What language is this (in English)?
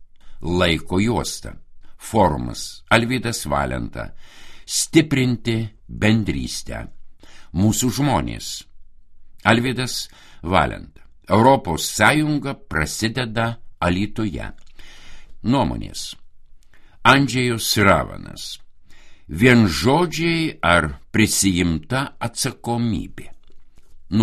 Lithuanian